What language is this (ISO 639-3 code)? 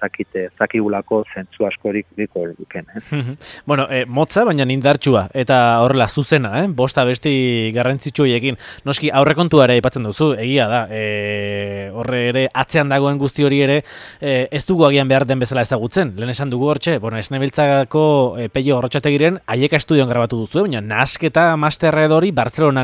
eus